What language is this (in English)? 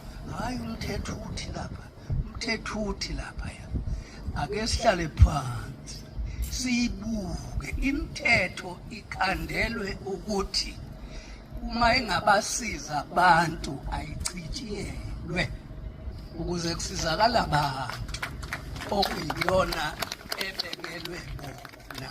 Zulu